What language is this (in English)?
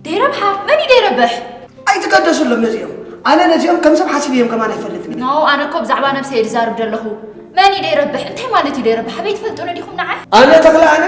Tigrinya